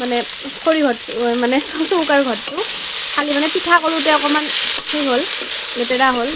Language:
Assamese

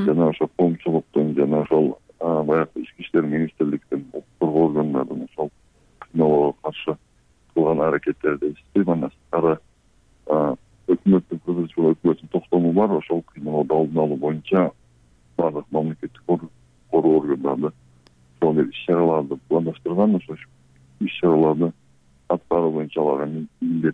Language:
Kyrgyz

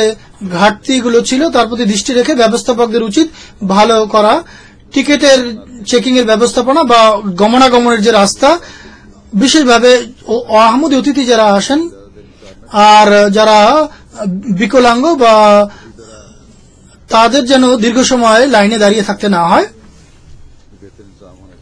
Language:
Bangla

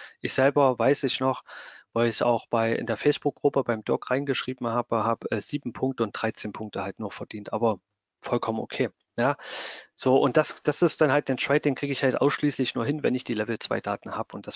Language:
German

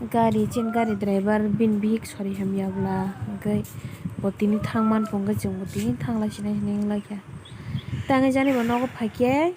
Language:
Kok Borok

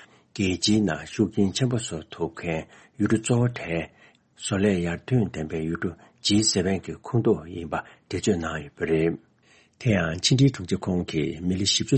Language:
Tibetan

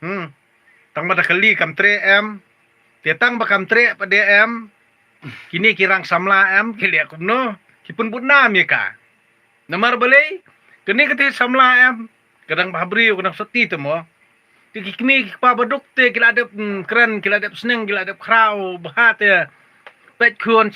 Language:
Khasi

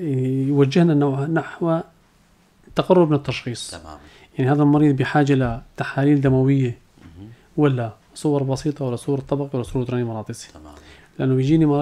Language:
North Levantine Arabic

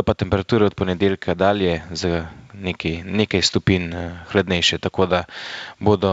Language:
Slovenian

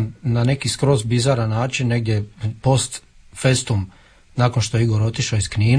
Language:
Croatian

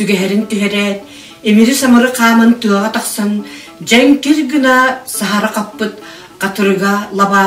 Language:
Yakut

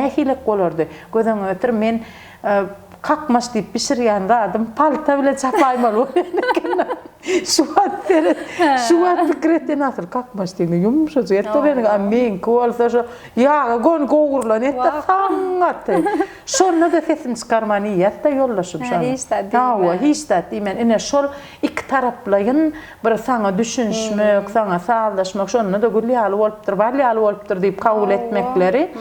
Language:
Turkmen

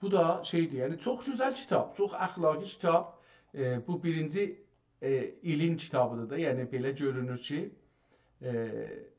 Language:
South Azerbaijani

